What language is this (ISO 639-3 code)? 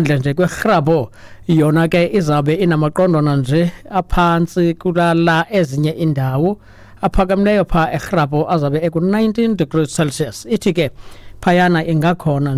xho